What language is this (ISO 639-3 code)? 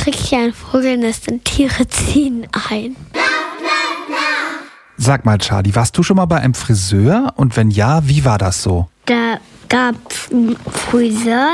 deu